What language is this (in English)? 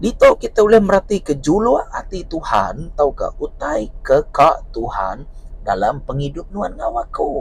Iban